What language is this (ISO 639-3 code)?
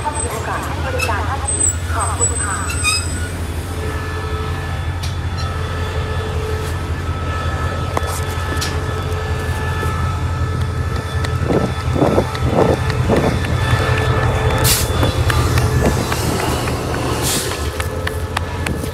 tha